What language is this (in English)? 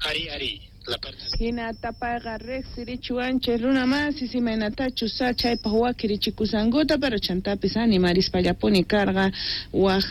South Bolivian Quechua